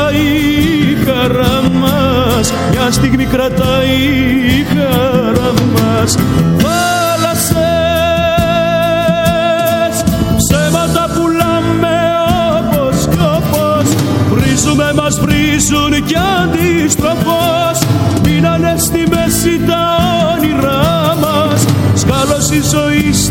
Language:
Greek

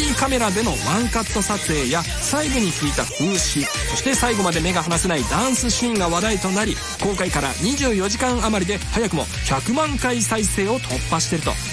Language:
Japanese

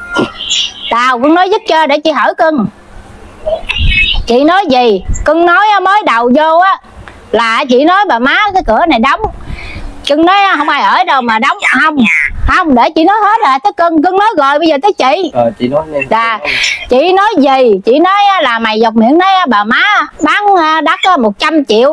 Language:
Vietnamese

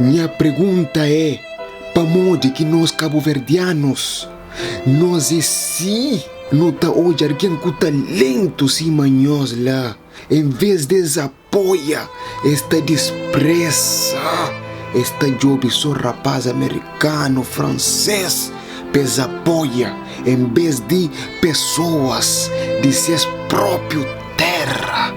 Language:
Kabuverdianu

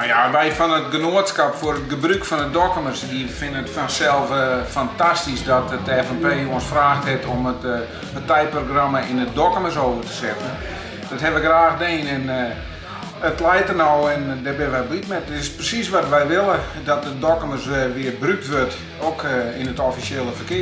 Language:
Western Frisian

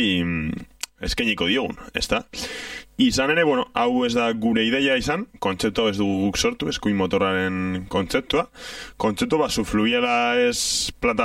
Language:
Basque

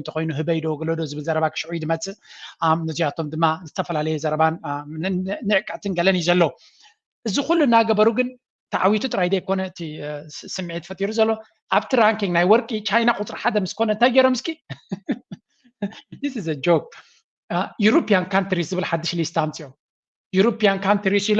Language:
Tigrinya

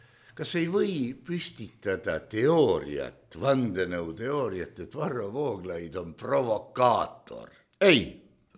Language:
Estonian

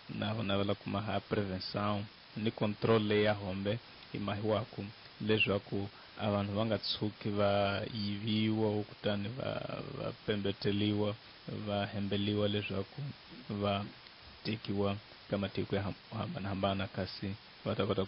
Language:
Tsonga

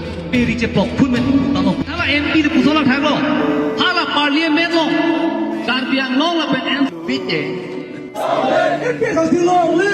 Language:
Karbi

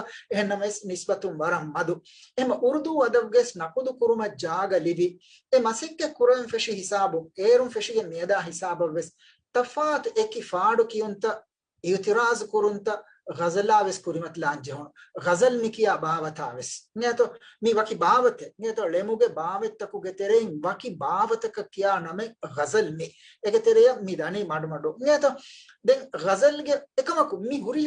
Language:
Divehi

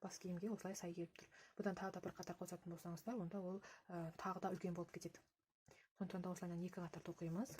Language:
Kazakh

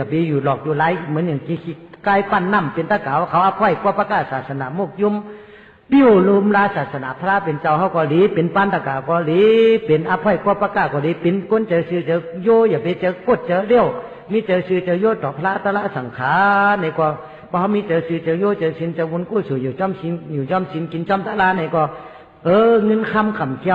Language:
Shan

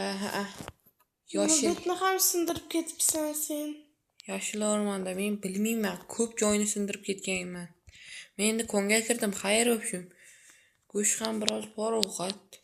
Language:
Uzbek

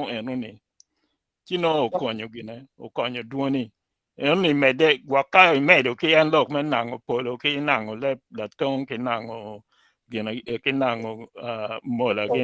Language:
Acoli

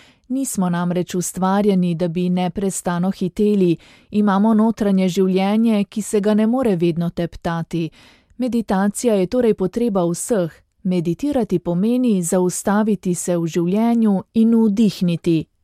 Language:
Slovenian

